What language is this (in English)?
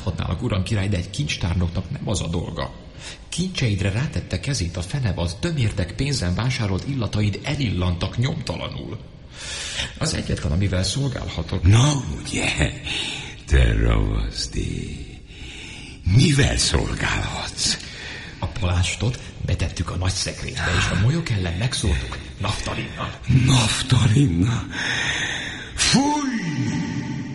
Hungarian